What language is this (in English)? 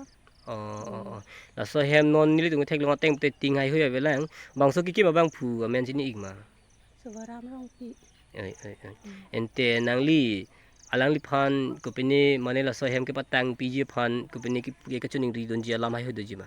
Karbi